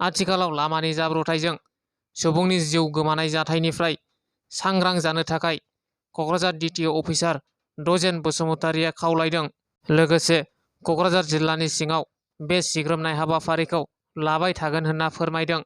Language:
Bodo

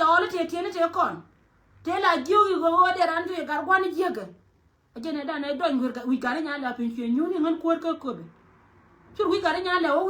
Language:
Nuer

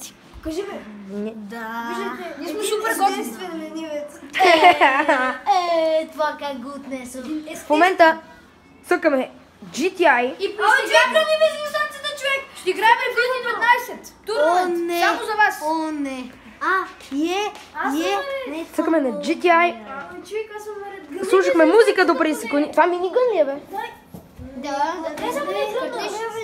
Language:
Bulgarian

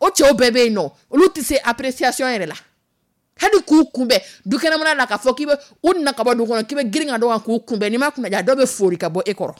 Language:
Dyula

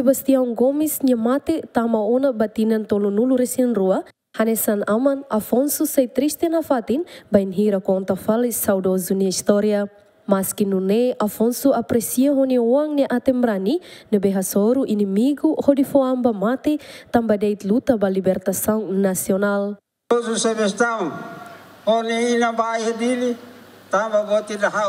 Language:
Tetum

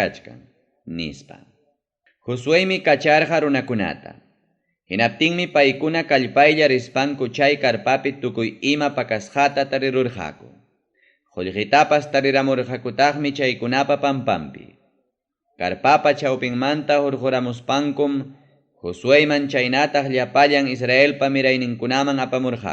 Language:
Ayacucho Quechua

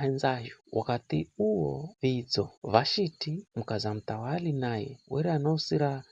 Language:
Giryama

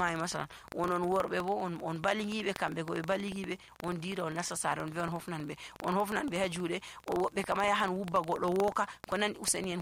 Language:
Nigerian Fulfulde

